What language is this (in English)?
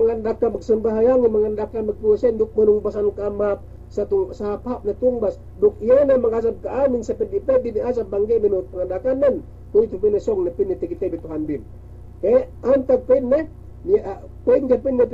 Yakan